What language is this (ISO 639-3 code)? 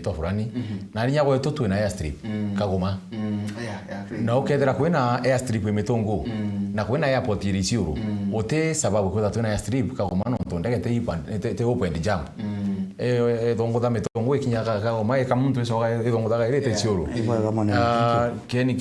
mer